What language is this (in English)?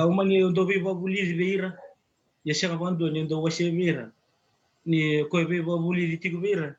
Fijian